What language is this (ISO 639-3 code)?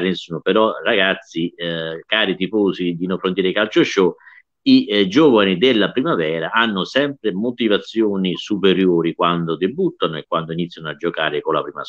ita